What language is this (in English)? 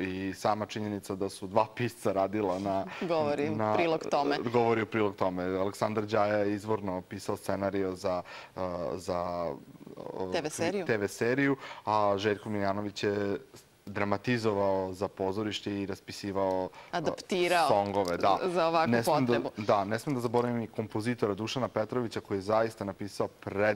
Serbian